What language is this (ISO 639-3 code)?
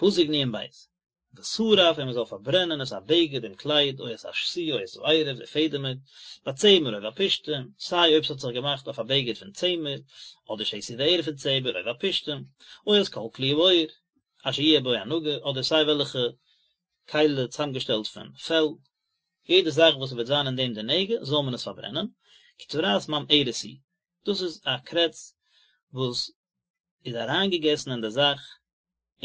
yid